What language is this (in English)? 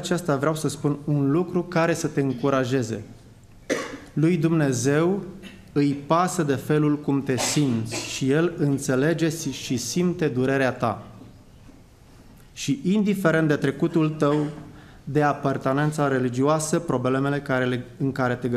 Romanian